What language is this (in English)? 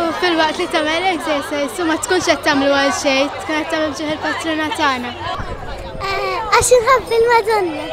Maltese